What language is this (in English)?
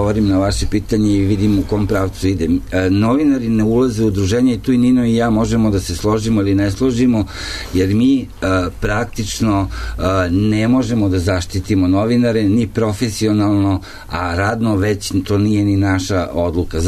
Serbian